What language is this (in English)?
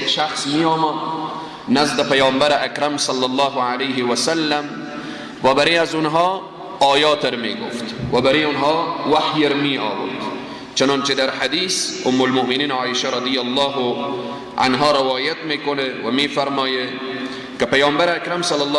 Persian